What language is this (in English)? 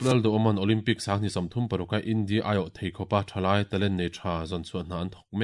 Mizo